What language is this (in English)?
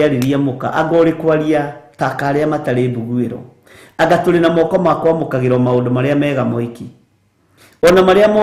Kikuyu